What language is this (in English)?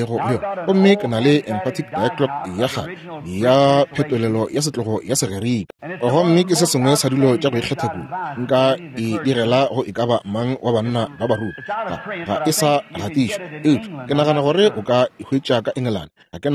Northern Sotho